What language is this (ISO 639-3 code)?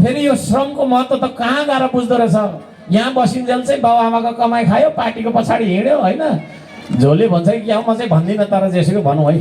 nep